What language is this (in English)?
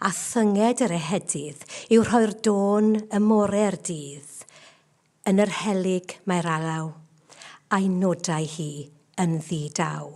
Welsh